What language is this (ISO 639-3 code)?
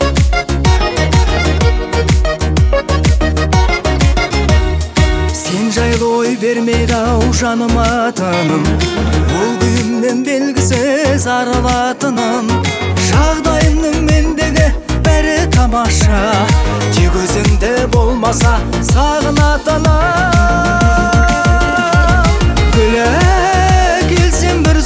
kaz